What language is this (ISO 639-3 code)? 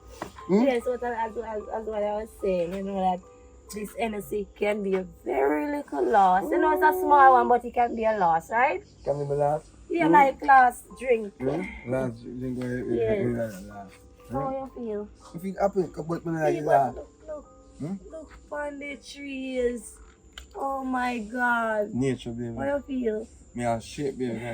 jam